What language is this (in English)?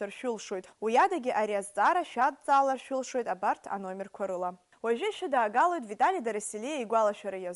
Abkhazian